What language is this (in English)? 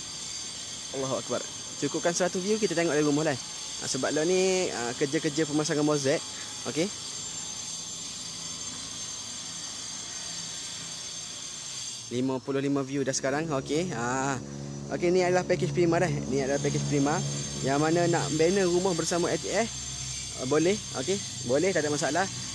Malay